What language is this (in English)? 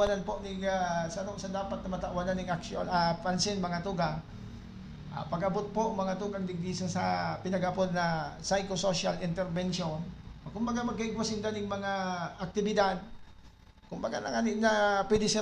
Bikol